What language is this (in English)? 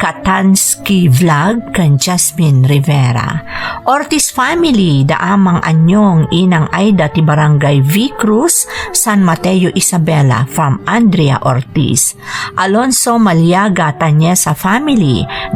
Iloko